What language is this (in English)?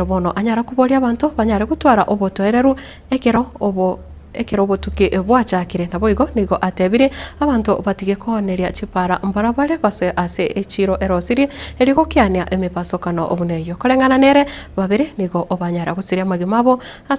Gusii